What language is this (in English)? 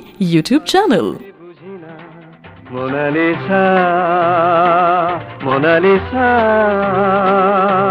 Bangla